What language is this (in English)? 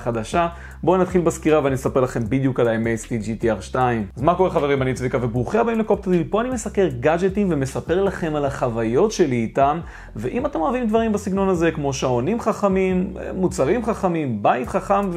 Hebrew